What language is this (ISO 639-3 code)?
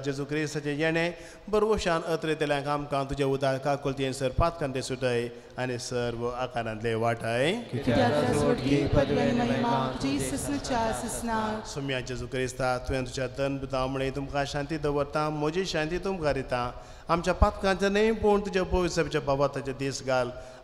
kok